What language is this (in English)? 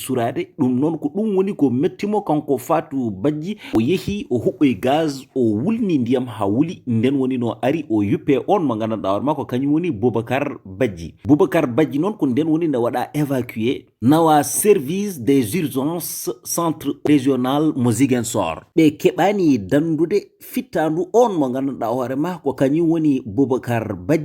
Fula